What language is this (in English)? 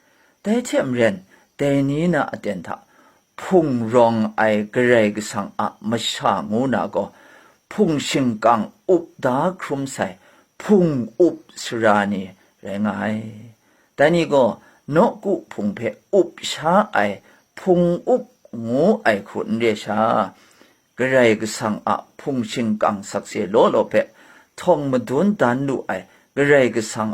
Kachin